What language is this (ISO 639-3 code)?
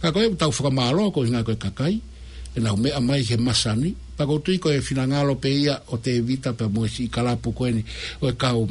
ton